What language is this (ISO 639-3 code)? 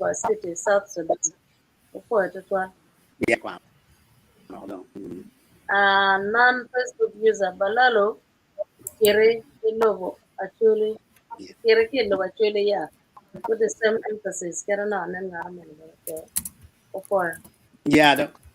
ach